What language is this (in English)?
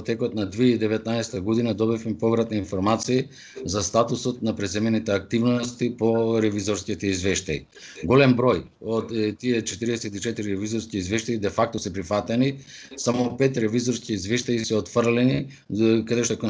Macedonian